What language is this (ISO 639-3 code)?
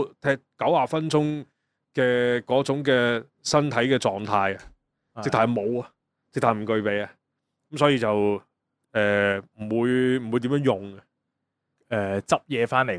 yue